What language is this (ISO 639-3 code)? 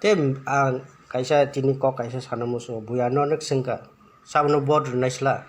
trp